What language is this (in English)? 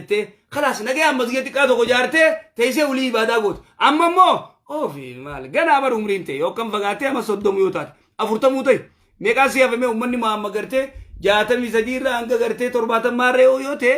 Oromo